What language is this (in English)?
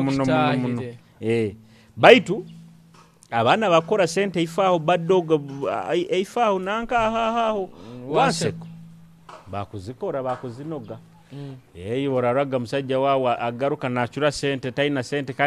Nyoro